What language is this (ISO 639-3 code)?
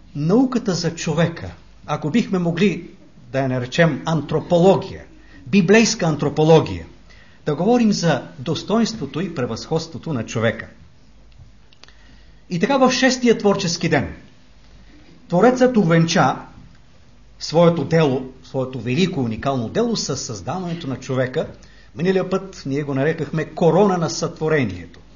bul